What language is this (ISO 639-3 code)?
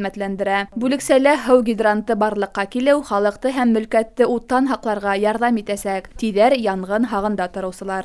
bak